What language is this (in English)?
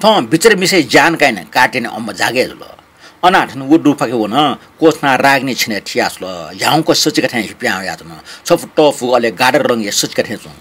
Newari